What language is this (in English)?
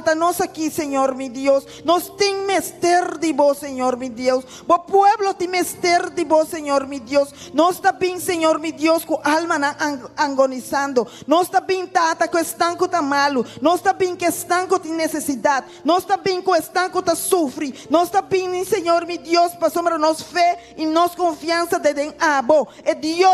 Papiamento